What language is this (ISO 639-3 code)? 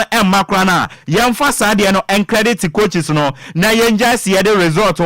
aka